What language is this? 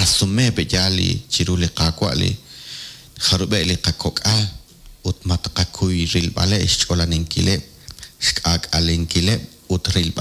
Kekchí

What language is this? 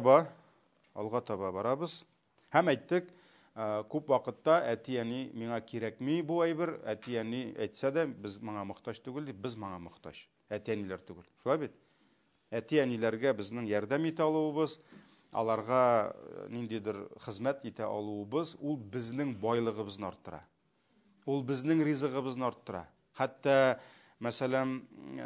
Tatar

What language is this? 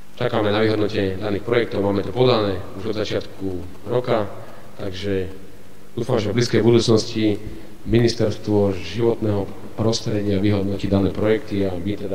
Slovak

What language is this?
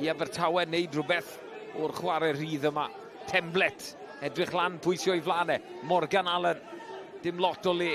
Welsh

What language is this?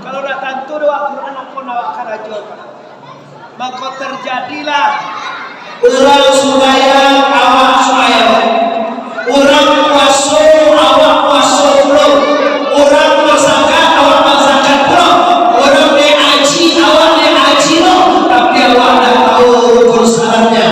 Minangkabau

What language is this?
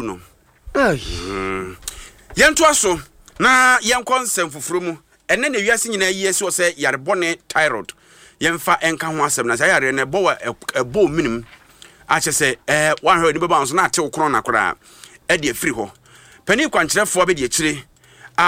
Akan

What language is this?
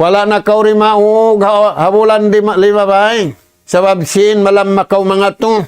Tausug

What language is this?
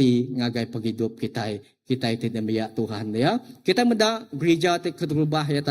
Iban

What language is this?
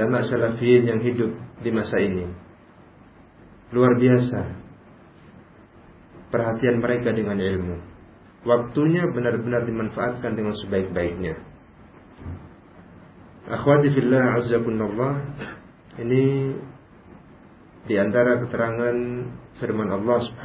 Indonesian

